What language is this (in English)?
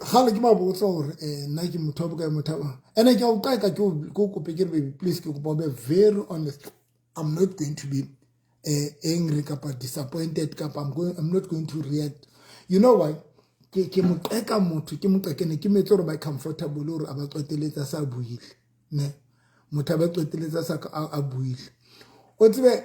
Southern Sotho